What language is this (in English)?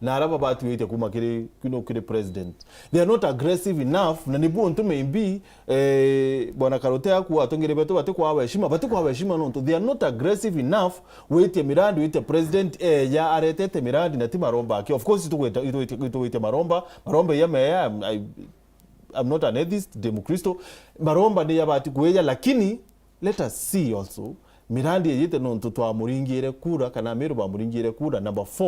Meru